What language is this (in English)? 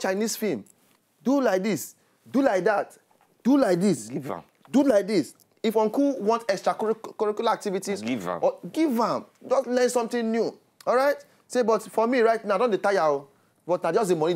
Nigerian Pidgin